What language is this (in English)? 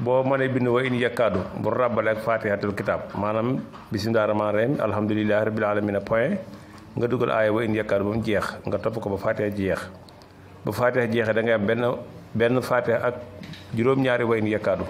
Wolof